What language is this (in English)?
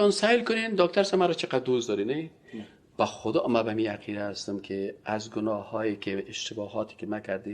Persian